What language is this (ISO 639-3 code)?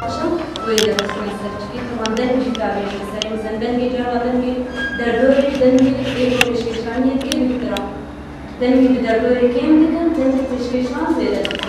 kur